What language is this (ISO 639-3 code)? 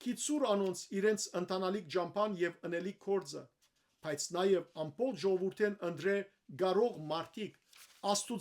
hyw